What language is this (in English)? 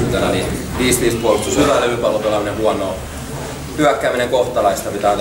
Finnish